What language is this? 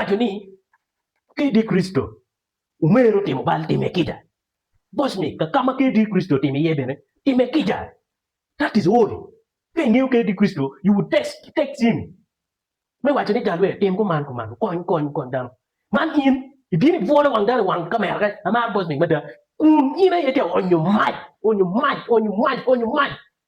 Acoli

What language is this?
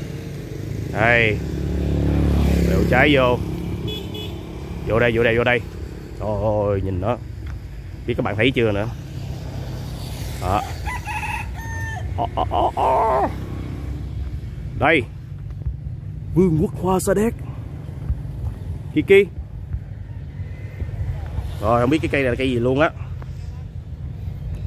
Vietnamese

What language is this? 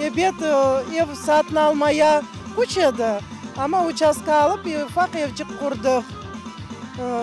Crimean Tatar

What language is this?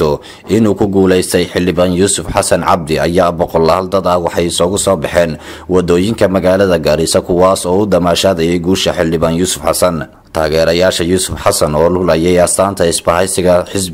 Somali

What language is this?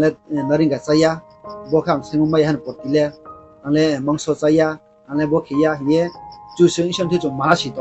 Riang (India)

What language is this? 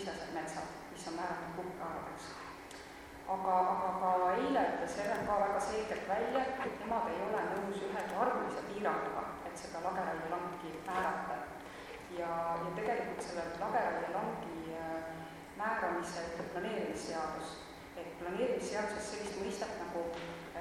Estonian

